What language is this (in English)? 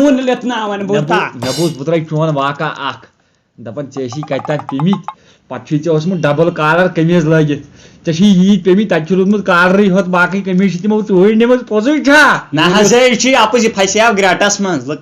Kashmiri